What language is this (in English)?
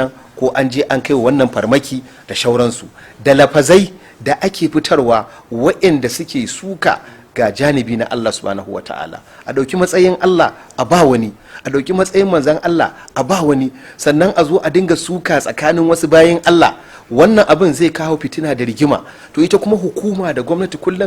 Hausa